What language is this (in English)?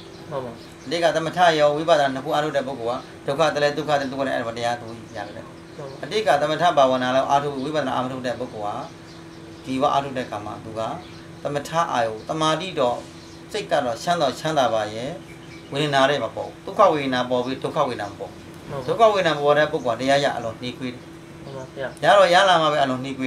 Burmese